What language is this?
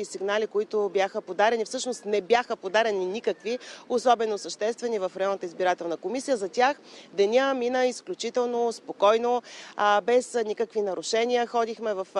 Bulgarian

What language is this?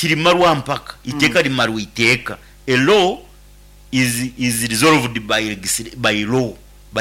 Nyankole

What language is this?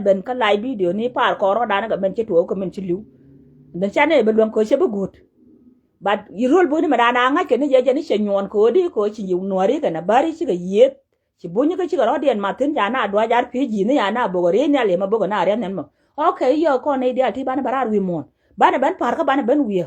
Nuer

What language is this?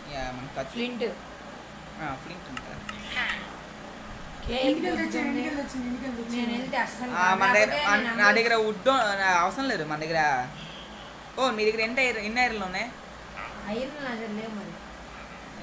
Telugu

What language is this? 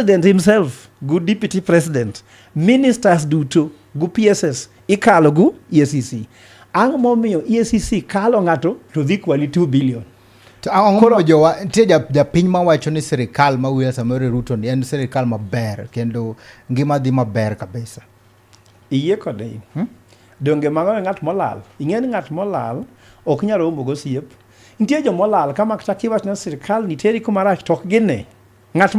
Luo (Kenya and Tanzania)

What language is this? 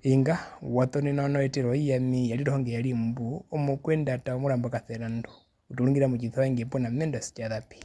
Herero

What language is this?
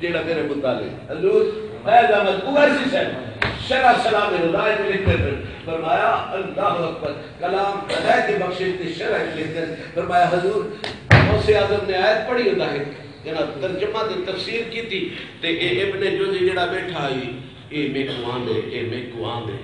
Saraiki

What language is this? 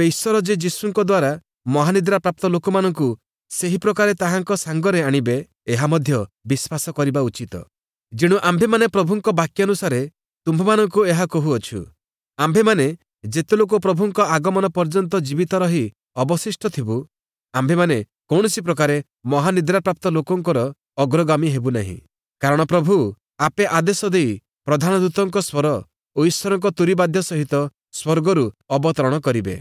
Odia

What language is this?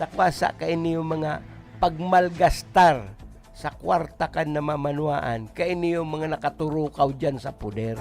Bikol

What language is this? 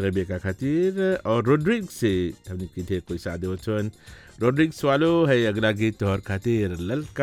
Bhojpuri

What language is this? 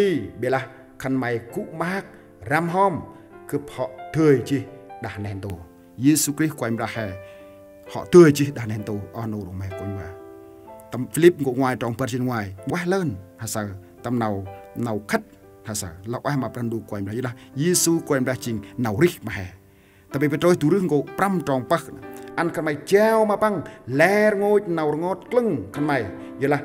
Central Mnong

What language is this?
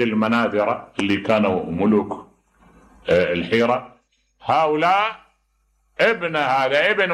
Mesopotamian Arabic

